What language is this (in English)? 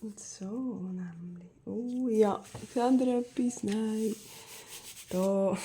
Swiss German